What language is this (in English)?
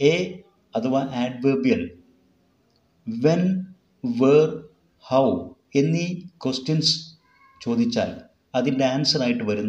Malayalam